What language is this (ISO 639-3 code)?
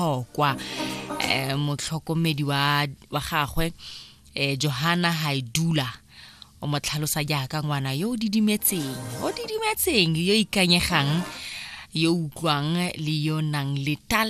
tsn